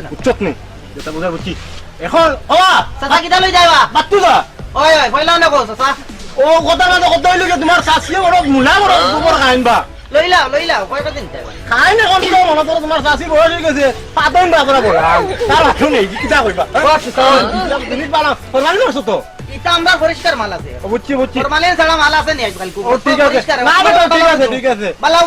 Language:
Sylheti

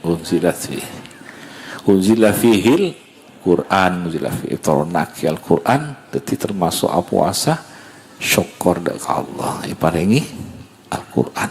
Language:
Madurese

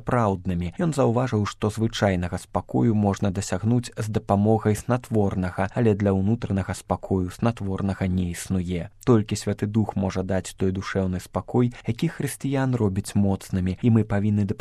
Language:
Belarusian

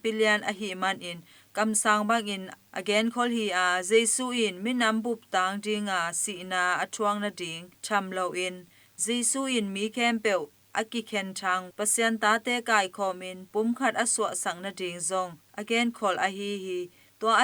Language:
Tedim Chin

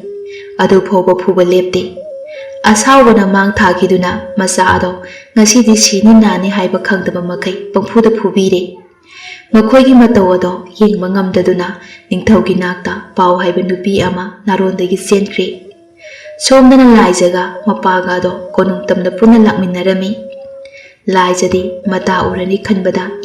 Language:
Manipuri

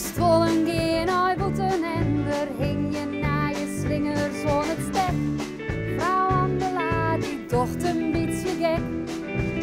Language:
Western Frisian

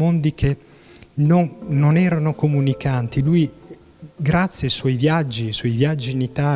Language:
Italian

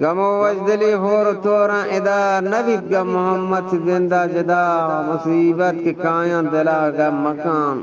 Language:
Eastern Balochi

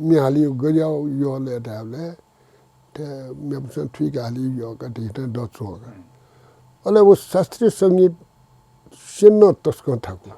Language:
Newari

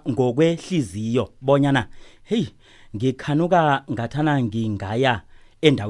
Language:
South Ndebele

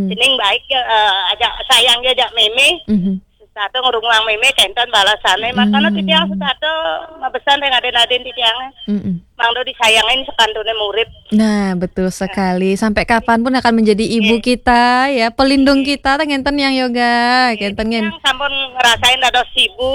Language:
Balinese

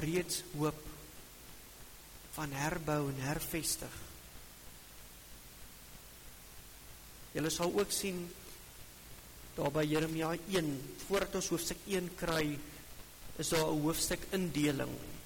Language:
Afrikaans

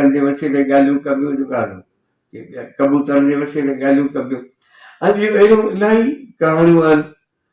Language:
Sindhi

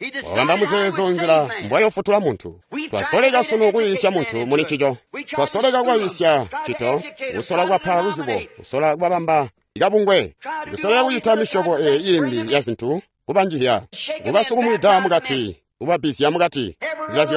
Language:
Tonga (Zambia)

